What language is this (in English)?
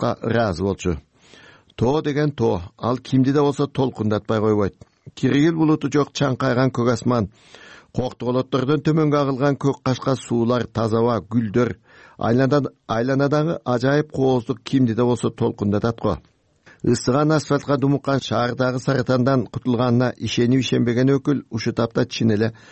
Kyrgyz